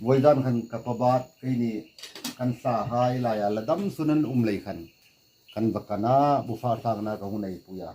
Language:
Hmar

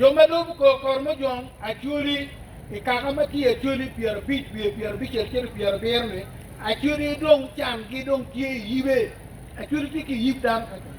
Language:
Acoli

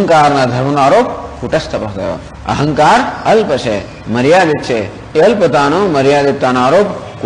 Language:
Gujarati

